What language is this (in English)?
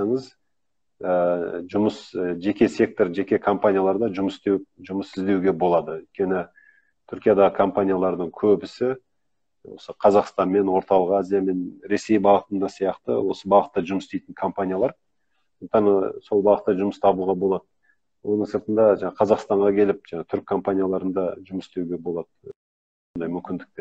Kazakh